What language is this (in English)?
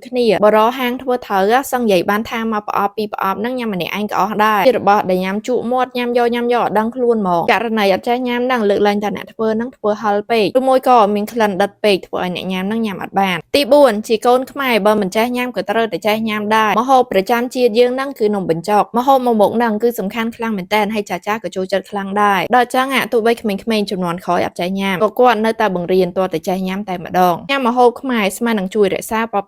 Khmer